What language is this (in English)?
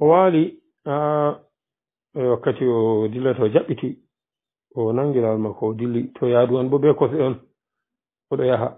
Pular